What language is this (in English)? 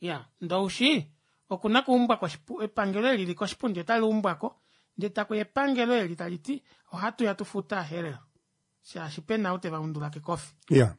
Kuanyama